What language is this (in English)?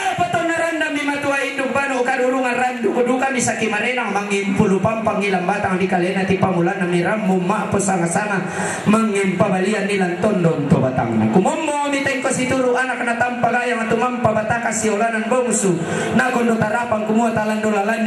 Toraja-Sa'dan